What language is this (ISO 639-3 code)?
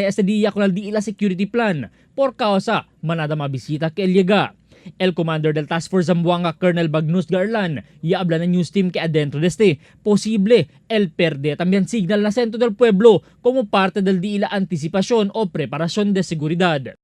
cbk